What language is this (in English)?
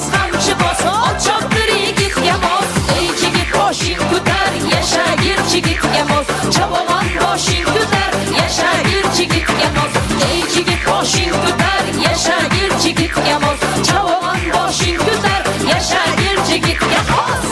Kara-Kalpak